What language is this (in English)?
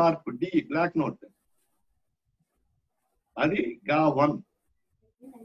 Telugu